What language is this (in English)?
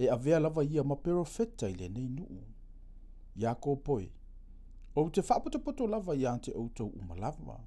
Samoan